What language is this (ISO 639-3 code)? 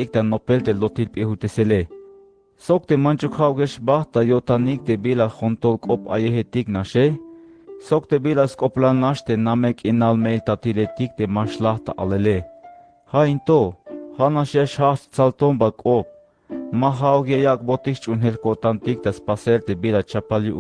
tzh